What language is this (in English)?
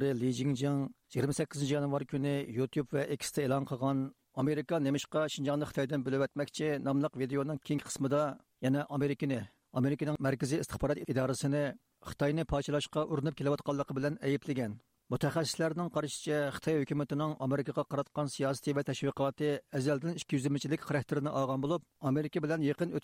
Uyghur